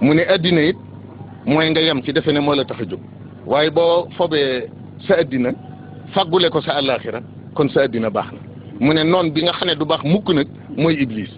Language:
Wolof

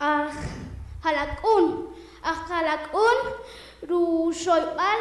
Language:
Poqomchi'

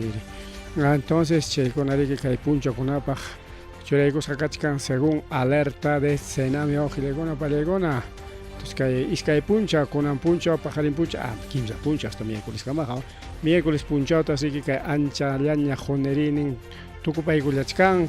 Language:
Ayacucho Quechua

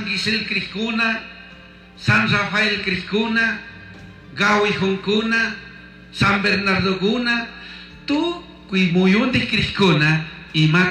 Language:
Chimborazo Highland Quichua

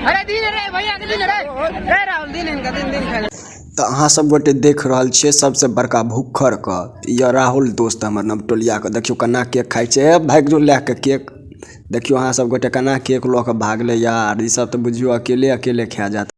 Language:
Maithili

